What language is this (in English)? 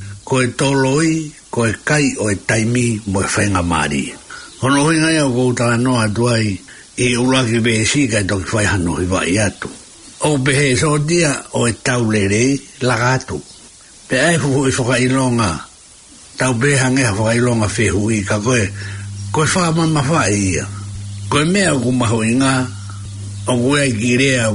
Tongan